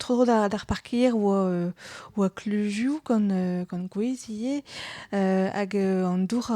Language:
Breton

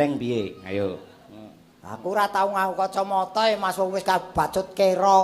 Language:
Javanese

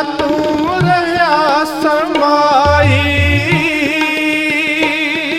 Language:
Punjabi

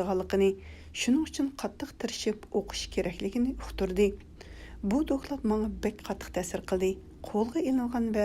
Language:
Uyghur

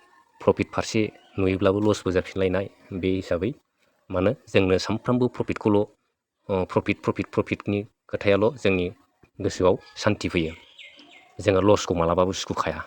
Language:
Bodo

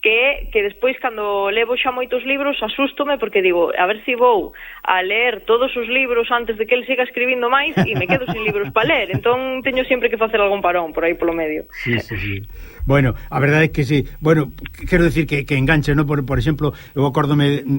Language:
Galician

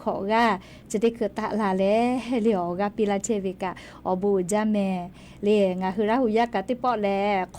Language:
Lahu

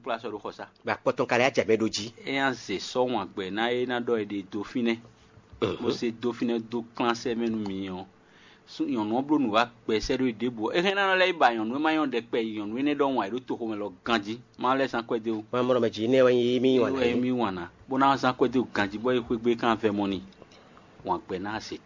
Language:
Fon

